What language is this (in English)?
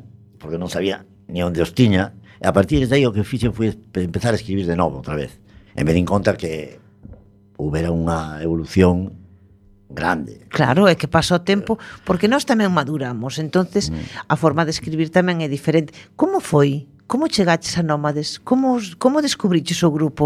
Galician